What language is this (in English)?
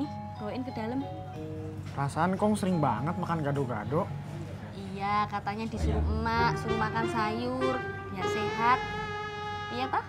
Betawi